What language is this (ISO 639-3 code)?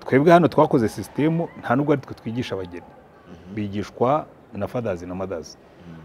kin